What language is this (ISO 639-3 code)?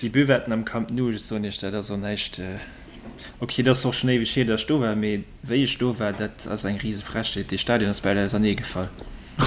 ltz